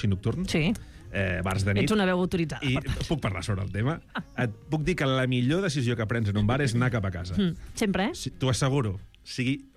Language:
Catalan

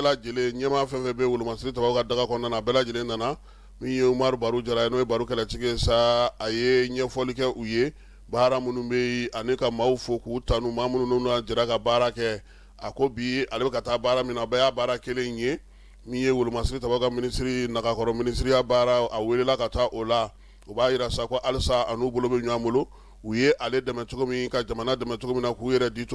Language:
Bambara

